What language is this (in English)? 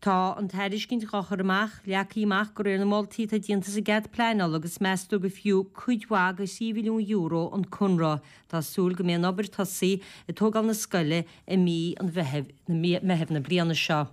Irish